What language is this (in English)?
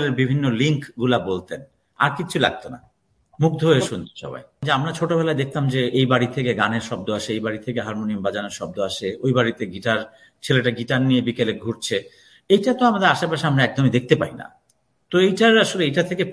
Bangla